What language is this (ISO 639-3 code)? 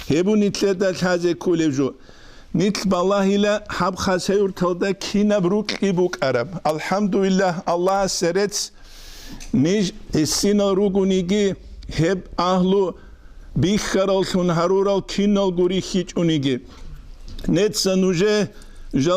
ava